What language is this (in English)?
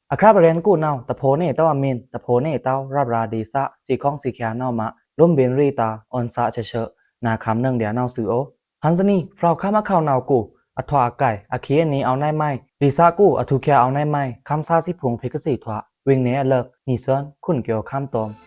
Pa'o Karen